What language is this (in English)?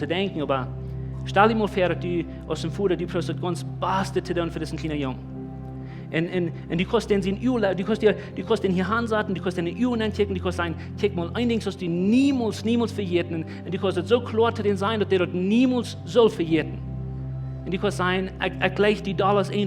Plautdietsch